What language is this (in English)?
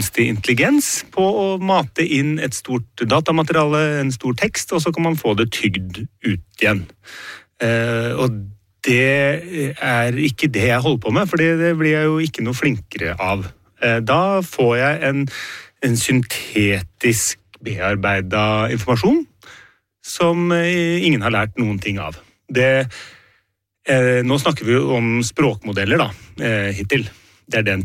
Norwegian